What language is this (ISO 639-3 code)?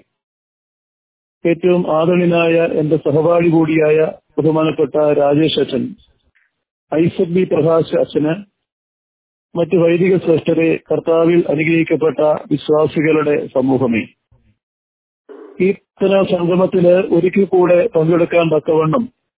mal